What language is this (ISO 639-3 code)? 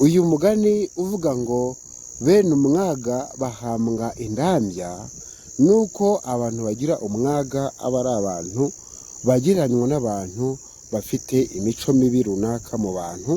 kin